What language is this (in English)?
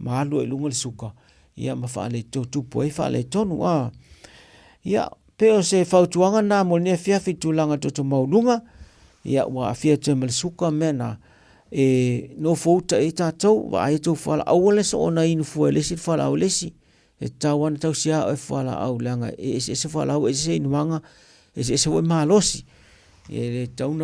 Samoan